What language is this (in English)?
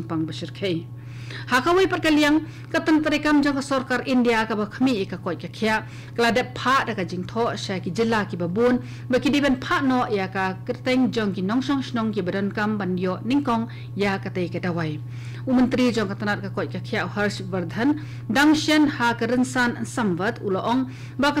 Khasi